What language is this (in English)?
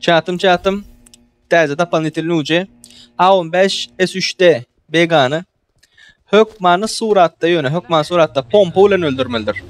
Turkmen